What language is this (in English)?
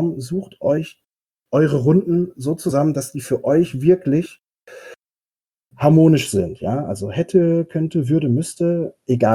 German